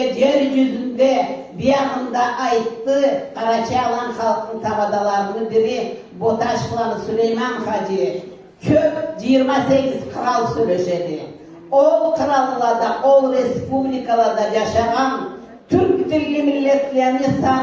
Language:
Karachay-Balkar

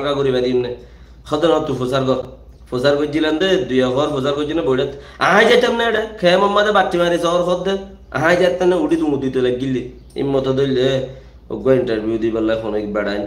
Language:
Rohingya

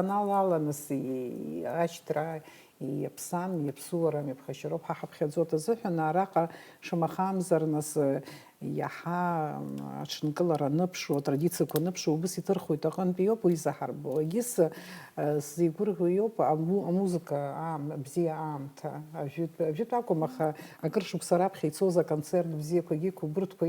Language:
Abkhazian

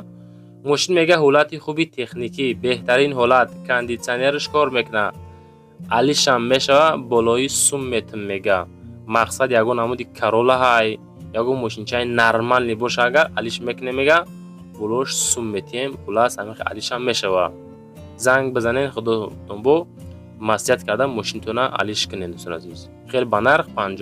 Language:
Tajik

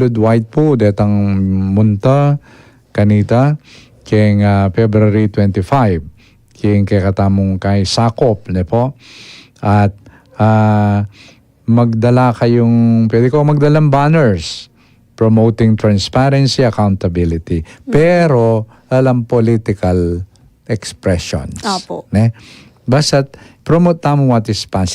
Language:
Pampanga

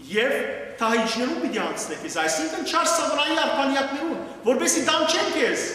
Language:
Western Armenian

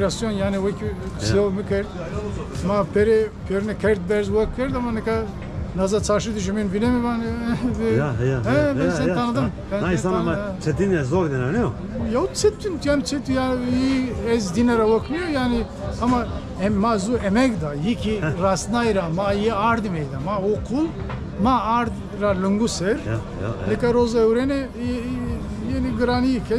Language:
Zaza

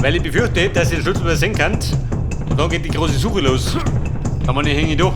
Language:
Bavarian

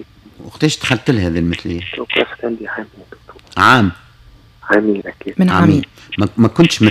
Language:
Tunisian Arabic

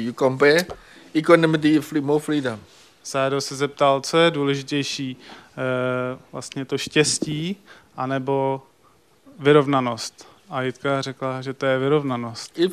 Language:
Czech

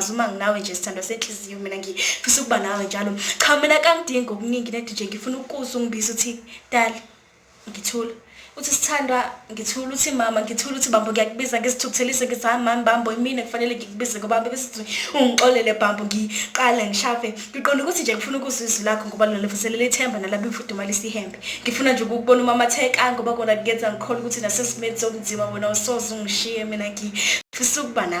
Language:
Zulu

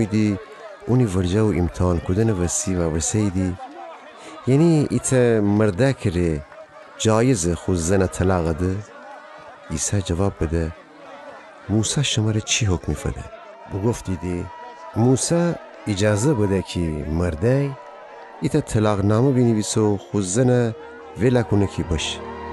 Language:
Gilaki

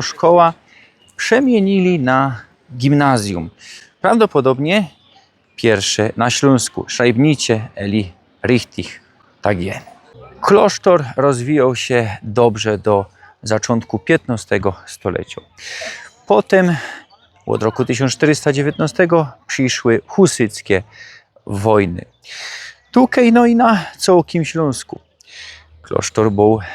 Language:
Silesian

